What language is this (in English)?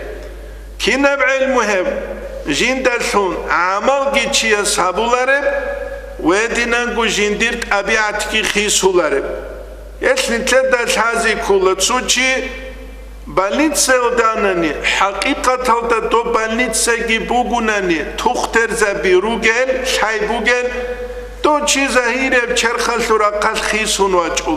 Avaric